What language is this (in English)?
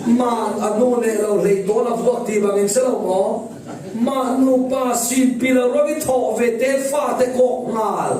Falam Chin